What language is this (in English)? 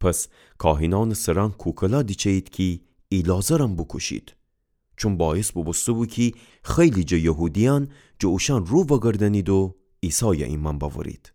Gilaki